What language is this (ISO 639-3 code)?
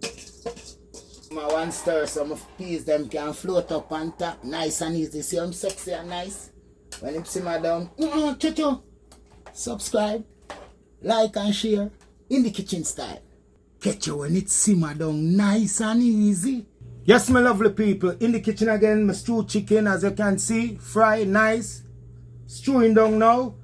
jam